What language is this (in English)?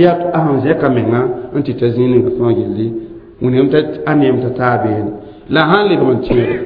Mossi